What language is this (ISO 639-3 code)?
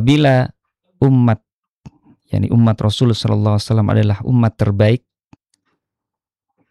ind